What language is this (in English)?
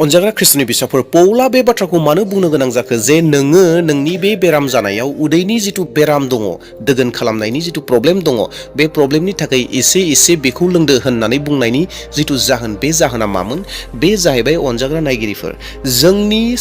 Bodo